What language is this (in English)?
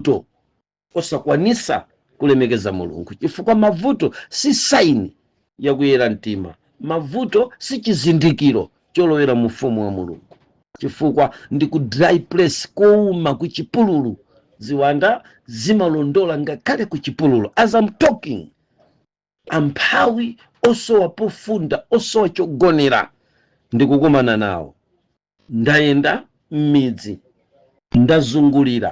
Nyanja